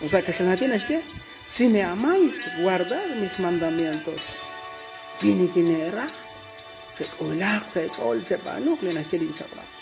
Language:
Kekchí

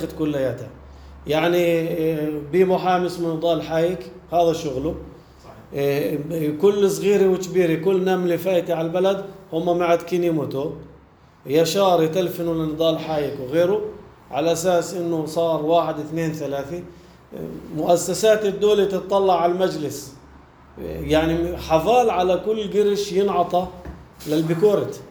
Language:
North Levantine Arabic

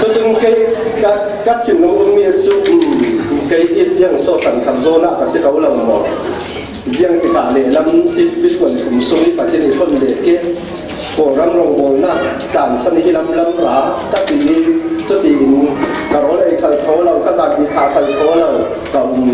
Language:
Falam Chin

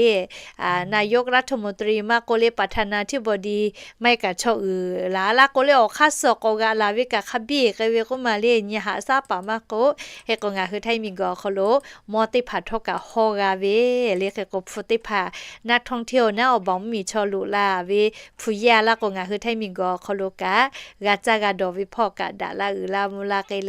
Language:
Lahu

